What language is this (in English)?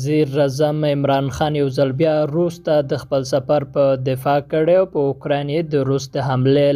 Pashto